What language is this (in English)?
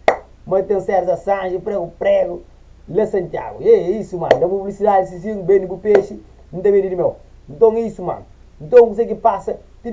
Kabuverdianu